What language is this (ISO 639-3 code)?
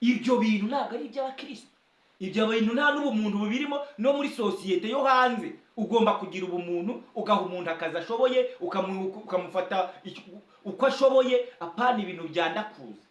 kin